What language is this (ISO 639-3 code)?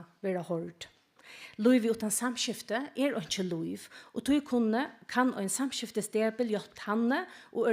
fao